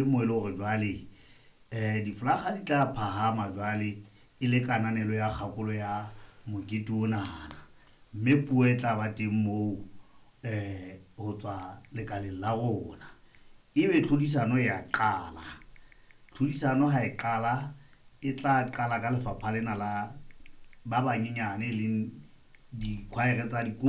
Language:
Southern Sotho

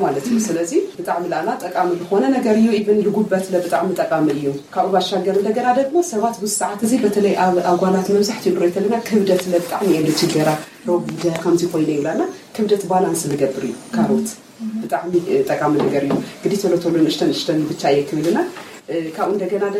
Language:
Tigrinya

